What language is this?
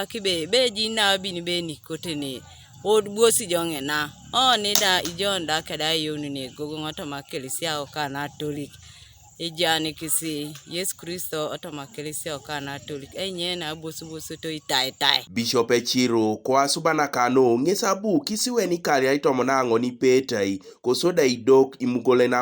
Teso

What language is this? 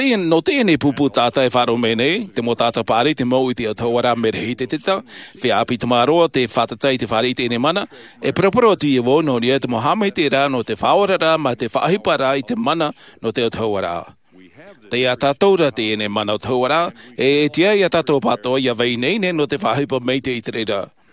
Tahitian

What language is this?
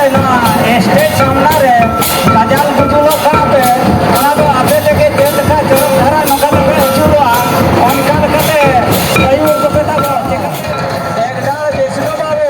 Santali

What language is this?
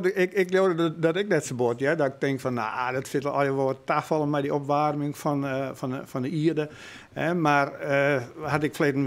Western Frisian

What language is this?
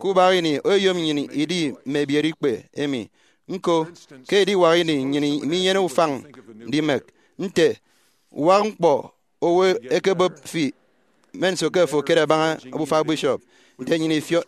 Efik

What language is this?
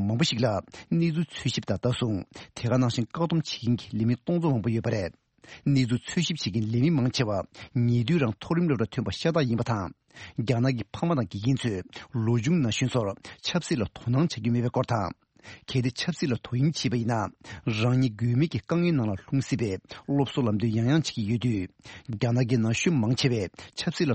Tibetan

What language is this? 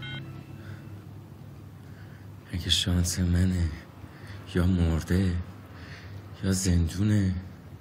Persian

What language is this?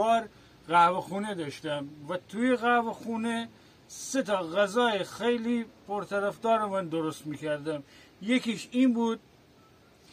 Persian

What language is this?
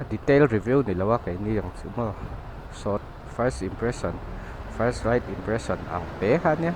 Mizo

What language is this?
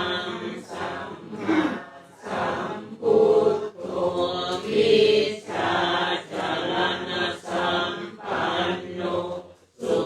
Pali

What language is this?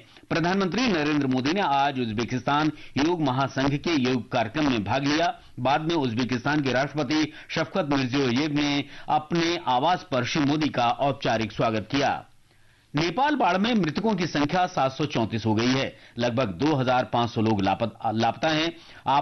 Hindi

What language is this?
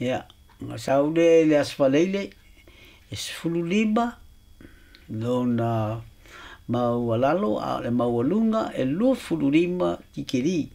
Samoan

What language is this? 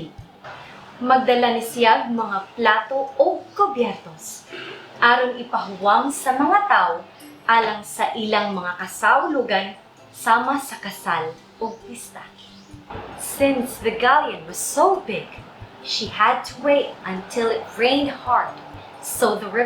Cebuano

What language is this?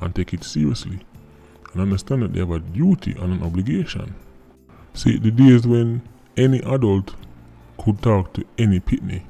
Jamaican Creole English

